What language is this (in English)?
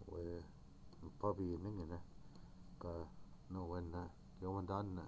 Chippewa